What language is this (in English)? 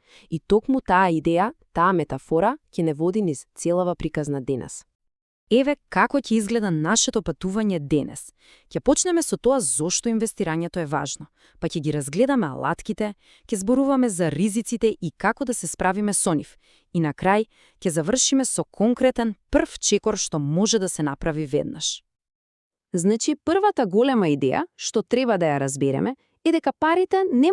Macedonian